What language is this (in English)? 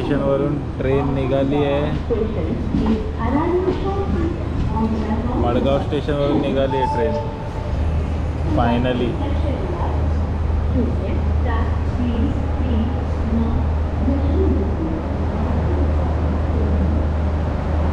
Marathi